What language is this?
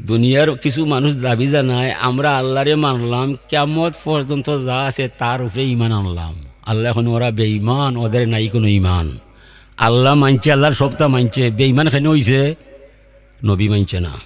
Sylheti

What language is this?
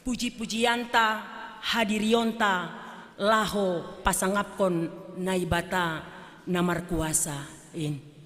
Batak Simalungun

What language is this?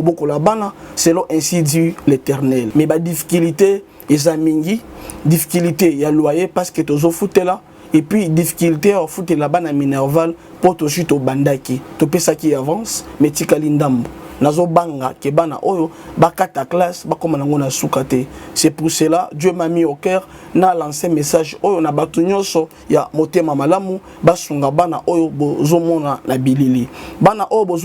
Lingala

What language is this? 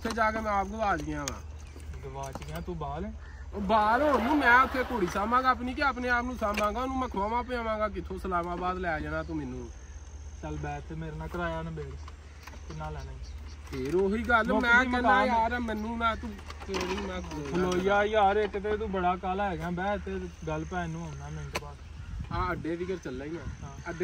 Punjabi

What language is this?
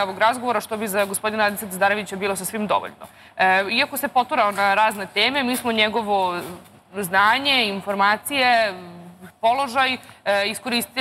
Serbian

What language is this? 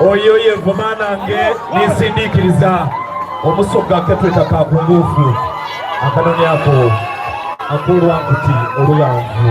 Soga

